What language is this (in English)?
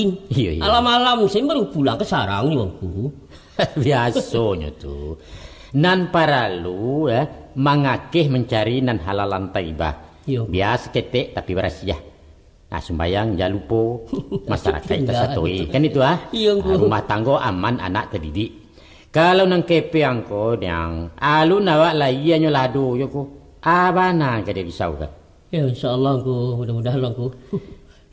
Minangkabau